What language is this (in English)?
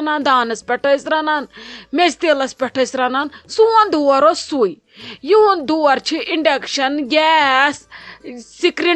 Kashmiri